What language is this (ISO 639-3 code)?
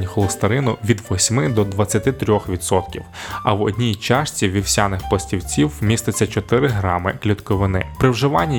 ukr